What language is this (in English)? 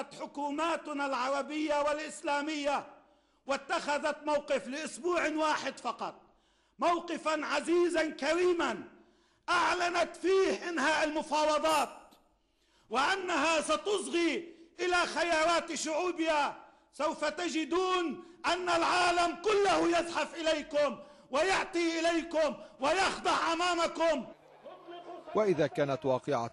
Arabic